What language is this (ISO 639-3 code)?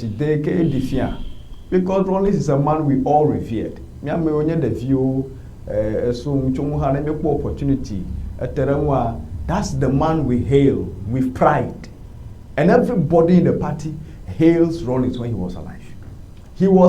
ewe